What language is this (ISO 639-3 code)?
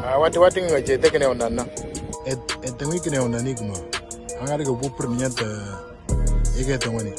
mor